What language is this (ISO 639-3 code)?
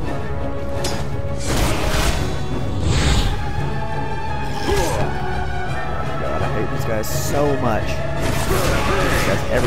eng